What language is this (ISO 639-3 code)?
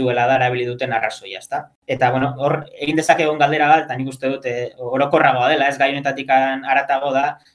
eus